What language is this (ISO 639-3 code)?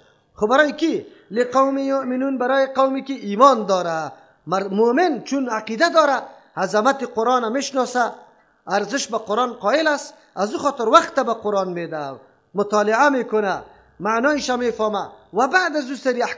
fas